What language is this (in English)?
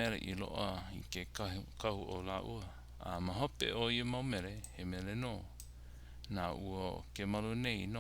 Hawaiian